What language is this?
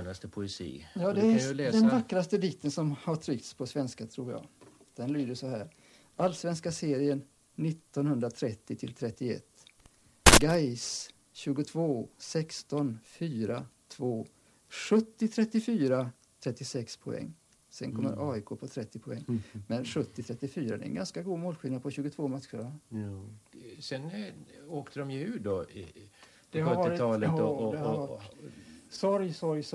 Swedish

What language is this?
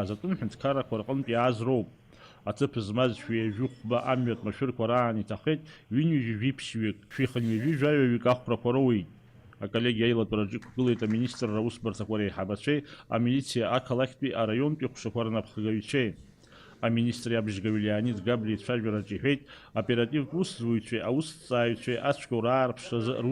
Abkhazian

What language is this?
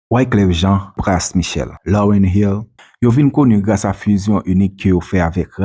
Haitian Creole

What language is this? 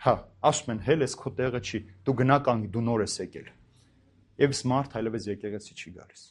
Armenian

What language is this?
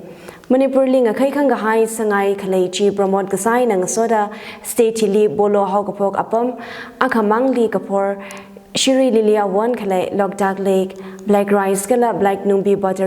Tangkhul Naga (India)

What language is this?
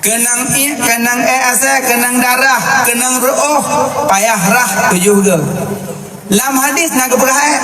Achinese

